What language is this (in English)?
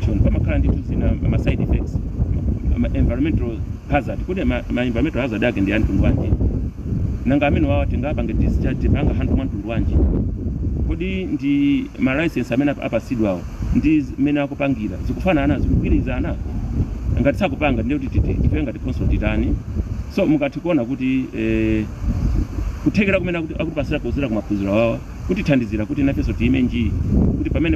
Nyanja